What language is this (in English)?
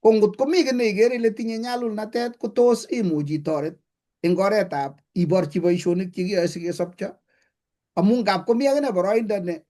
Kalenjin